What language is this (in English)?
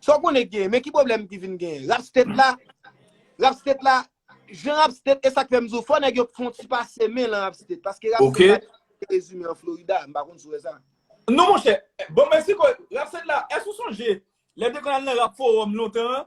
Haitian Creole